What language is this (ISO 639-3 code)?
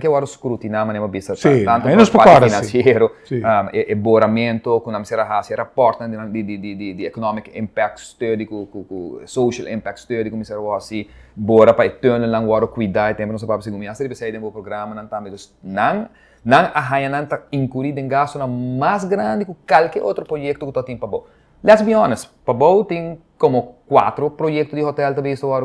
pap